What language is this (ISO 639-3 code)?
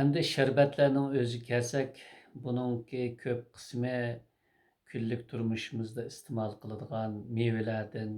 uig